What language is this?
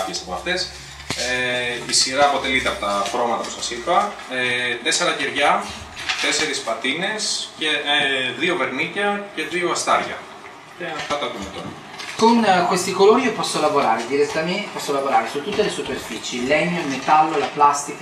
Greek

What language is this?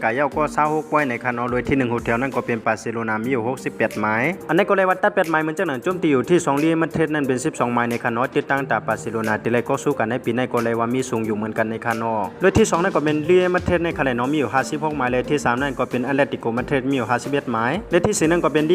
Shan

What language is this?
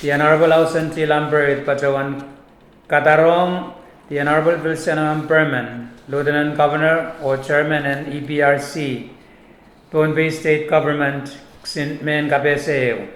Pohnpeian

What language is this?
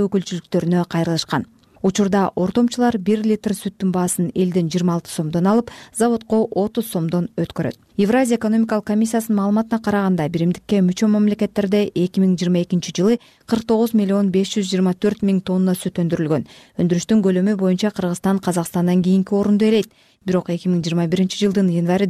Kyrgyz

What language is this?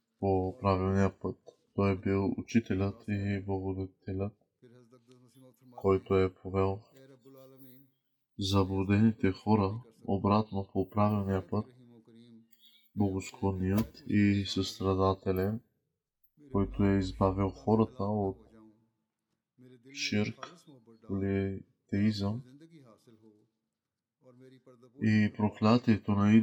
Bulgarian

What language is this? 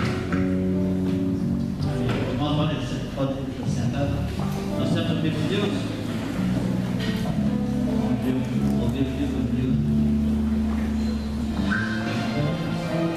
Portuguese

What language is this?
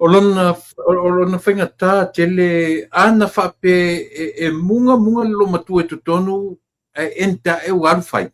Samoan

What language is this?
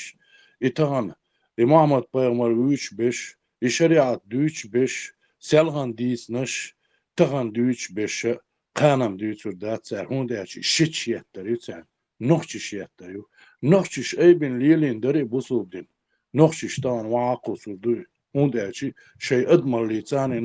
Chechen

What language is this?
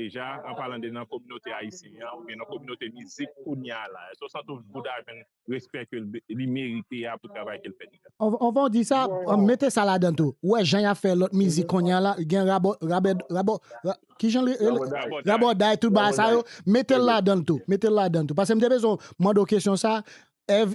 Haitian Creole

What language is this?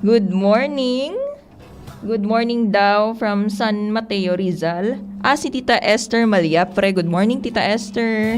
Bikol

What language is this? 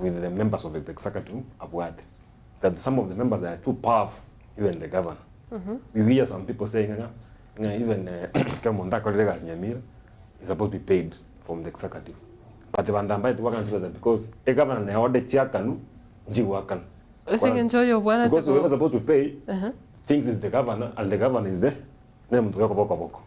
Gusii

